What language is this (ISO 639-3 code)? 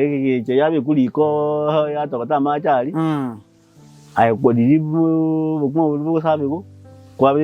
guz